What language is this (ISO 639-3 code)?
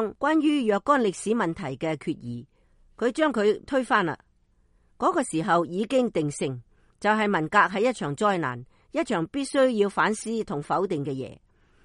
yue